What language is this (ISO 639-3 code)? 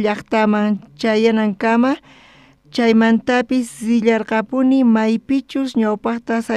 quh